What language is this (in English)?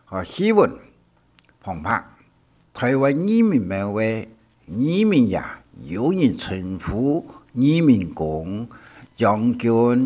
Hakka Chinese